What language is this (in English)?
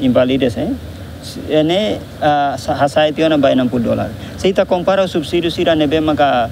Tetum